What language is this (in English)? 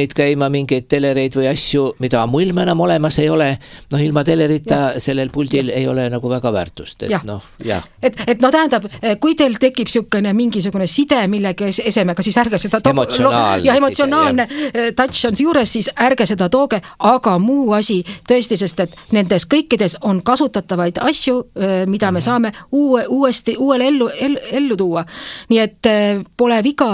Estonian